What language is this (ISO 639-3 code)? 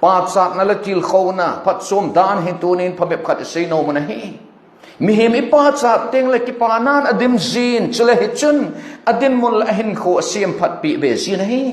tcz